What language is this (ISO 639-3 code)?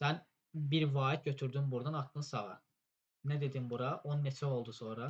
aze